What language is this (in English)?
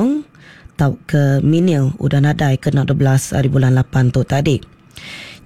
Iban